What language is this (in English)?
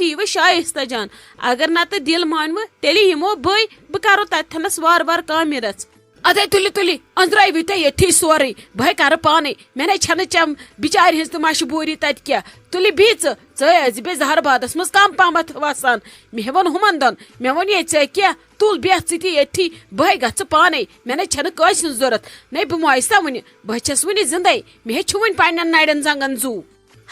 Kashmiri